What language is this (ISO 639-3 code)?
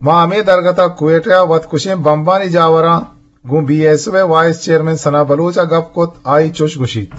bgp